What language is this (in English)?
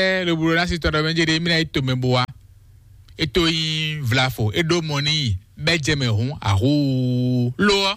Fon